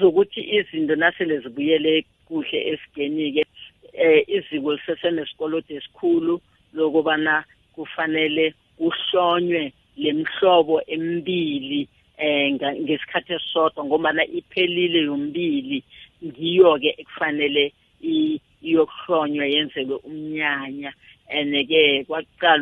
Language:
South Ndebele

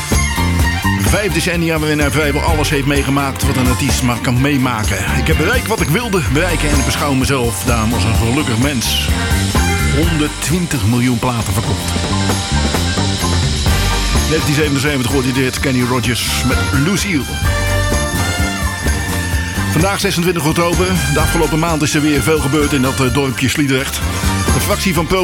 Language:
Dutch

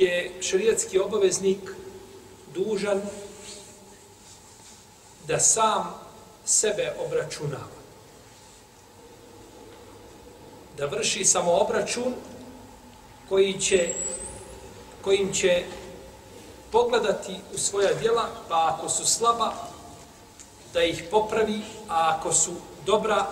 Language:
Bosnian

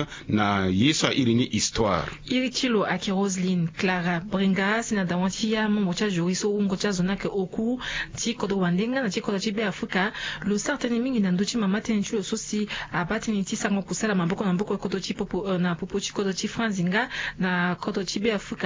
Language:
Sango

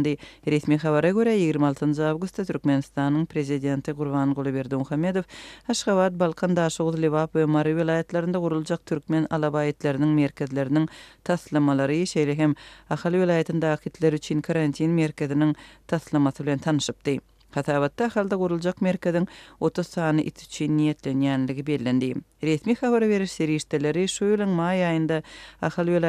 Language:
Turkmen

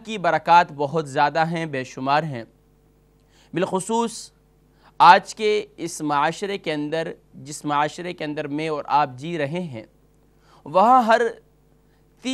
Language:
Urdu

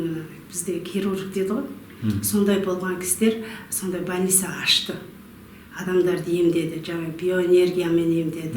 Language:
Kazakh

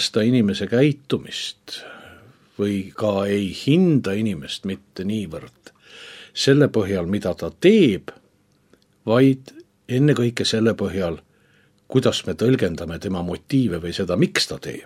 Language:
Estonian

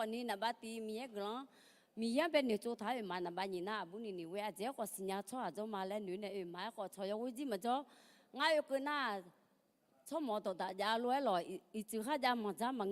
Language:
Akha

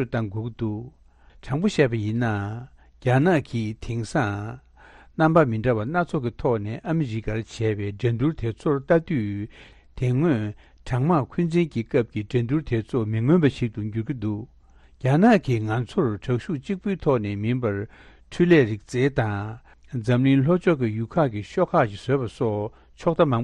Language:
Tibetan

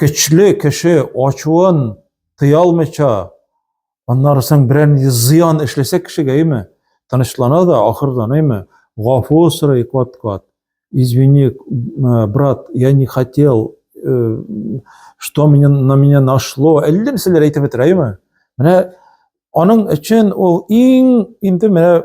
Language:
Tatar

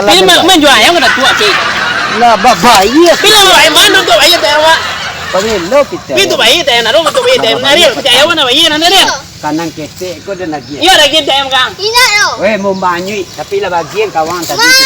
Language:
Minangkabau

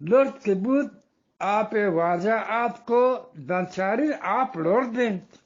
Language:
Eastern Balochi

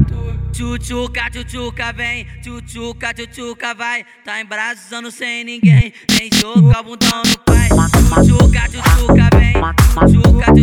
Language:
Portuguese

